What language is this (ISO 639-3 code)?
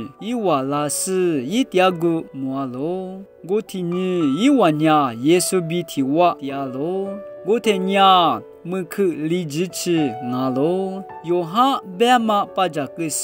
lis